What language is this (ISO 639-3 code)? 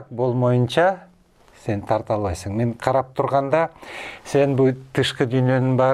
kir